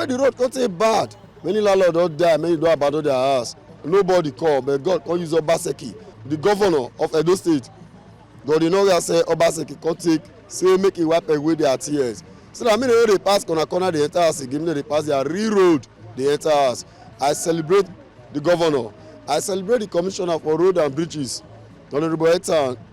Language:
Nigerian Pidgin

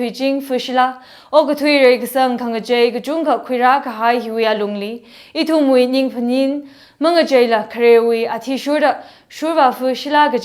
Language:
Tangkhul Naga (India)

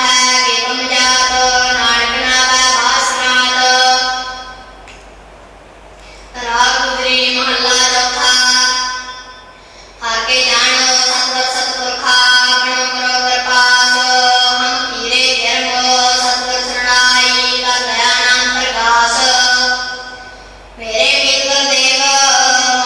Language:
Punjabi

